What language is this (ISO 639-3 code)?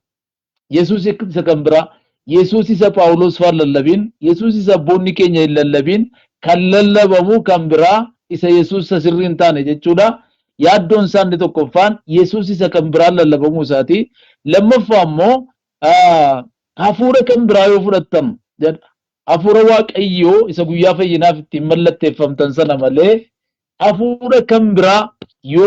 orm